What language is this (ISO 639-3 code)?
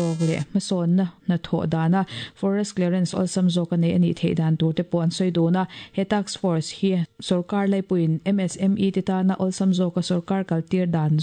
lus